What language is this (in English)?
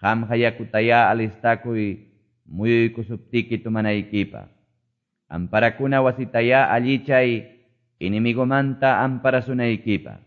Quechua